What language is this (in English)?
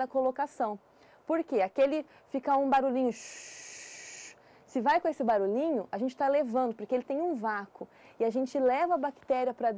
Portuguese